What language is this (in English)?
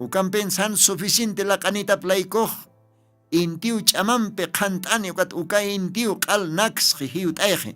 Aymara